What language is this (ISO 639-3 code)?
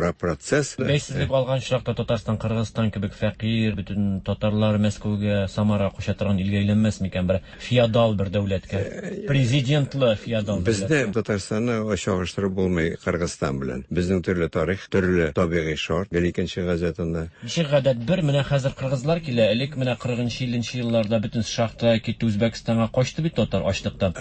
tat